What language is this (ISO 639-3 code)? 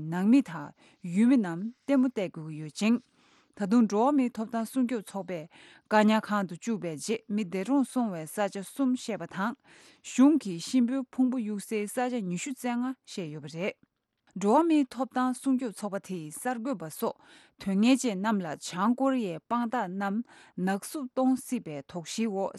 bod